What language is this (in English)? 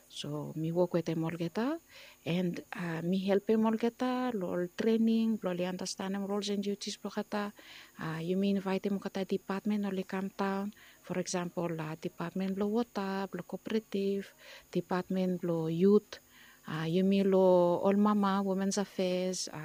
Bislama